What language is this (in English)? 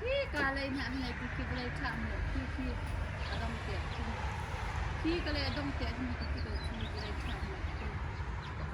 Hakha Chin